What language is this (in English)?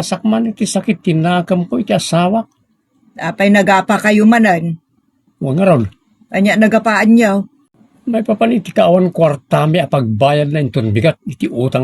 Iloko